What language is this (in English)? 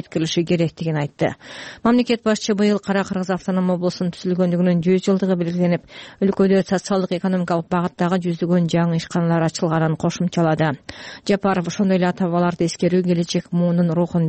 Kyrgyz